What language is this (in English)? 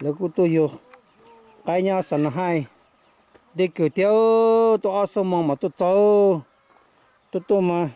Hmong